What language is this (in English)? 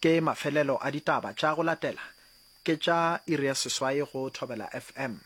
Northern Sotho